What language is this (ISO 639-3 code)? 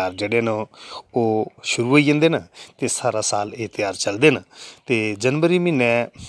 doi